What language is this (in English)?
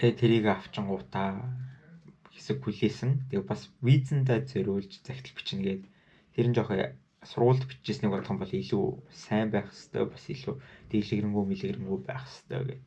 Mongolian